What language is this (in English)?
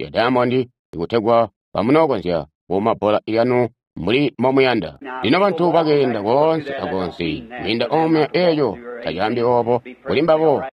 Tonga (Zambia)